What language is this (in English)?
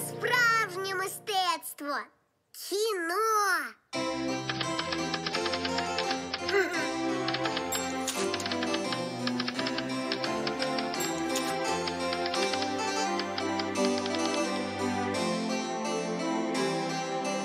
Ukrainian